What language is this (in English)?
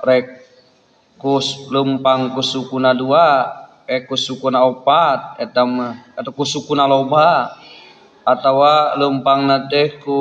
Sundanese